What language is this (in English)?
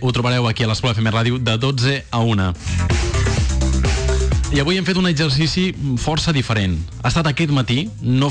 Catalan